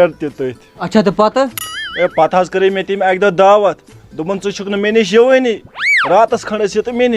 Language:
Kashmiri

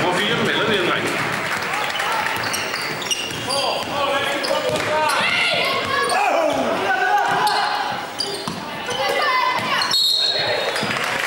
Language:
Danish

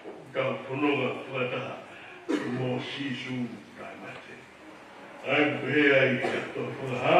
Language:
Tongan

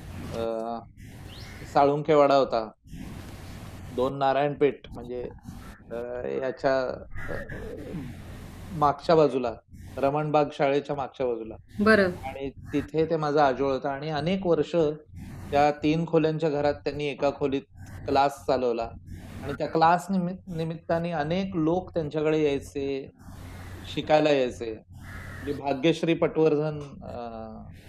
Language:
Marathi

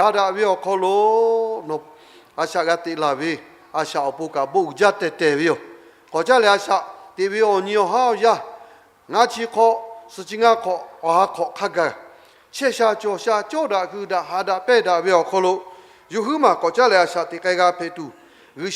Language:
Lahu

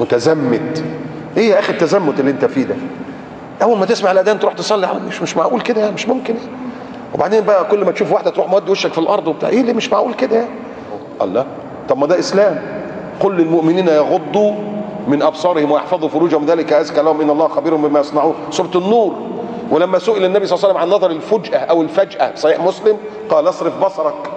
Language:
Egyptian Arabic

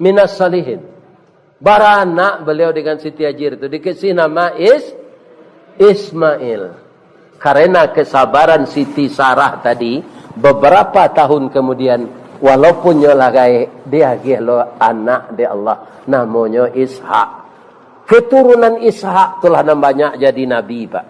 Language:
Minangkabau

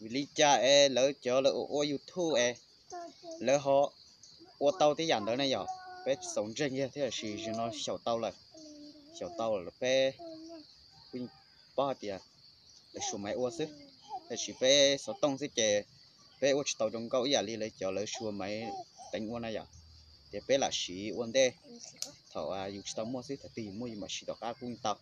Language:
Hmong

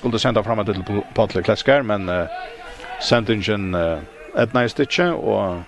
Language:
Faroese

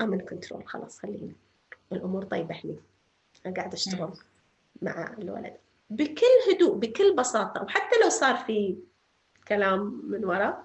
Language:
North Levantine Arabic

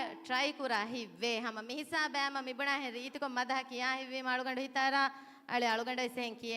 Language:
Divehi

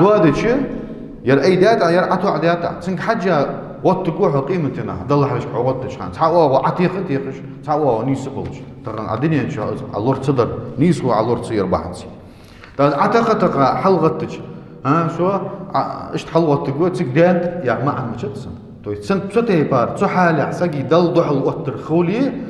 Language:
Ingush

